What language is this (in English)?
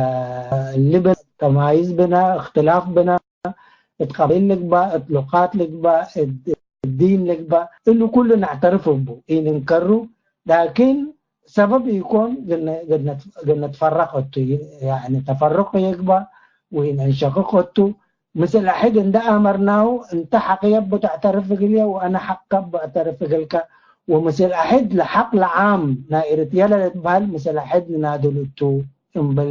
Tigre